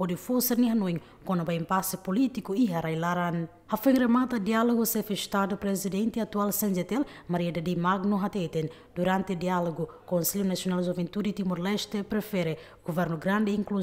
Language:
Tetum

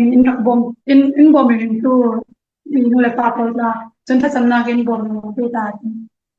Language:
Falam Chin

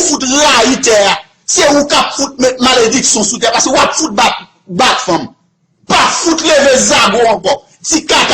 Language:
Haitian Creole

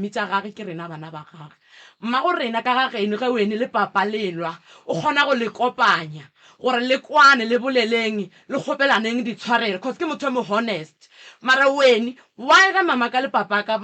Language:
Northern Sotho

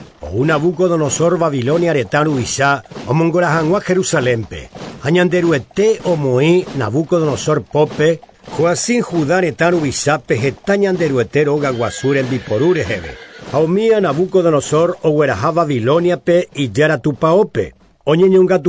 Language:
Guarani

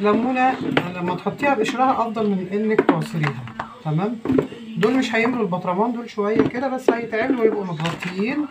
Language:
Egyptian Arabic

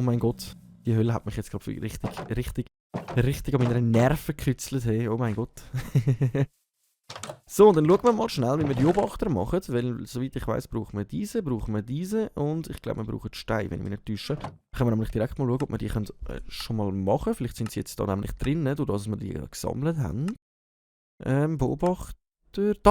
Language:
Swiss German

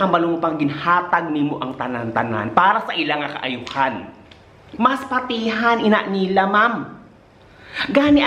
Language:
Hiligaynon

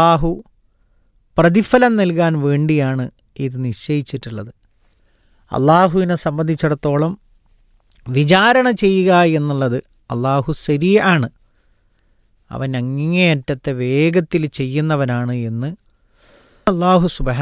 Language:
Malayalam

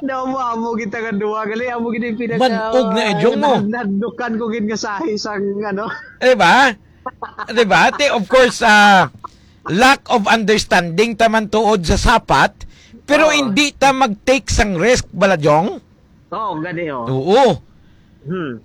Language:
Hiligaynon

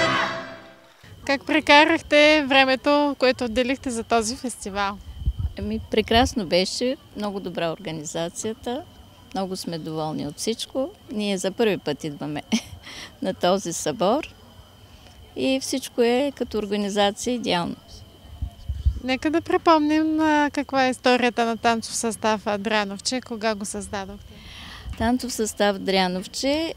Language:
Bulgarian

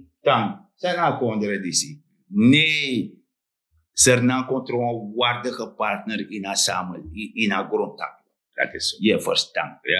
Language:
Sranan Tongo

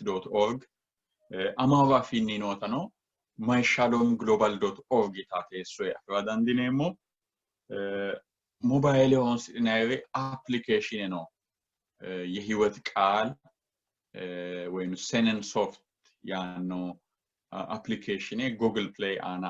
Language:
Sidamo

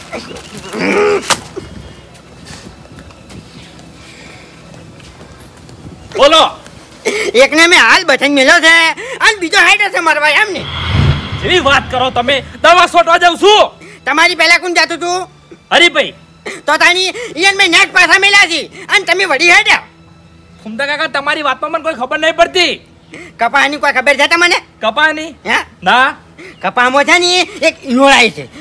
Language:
Gujarati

